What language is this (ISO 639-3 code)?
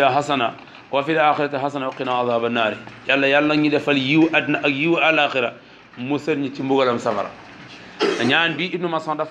wol